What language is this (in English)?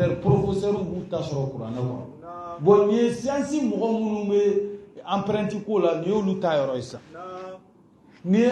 Bambara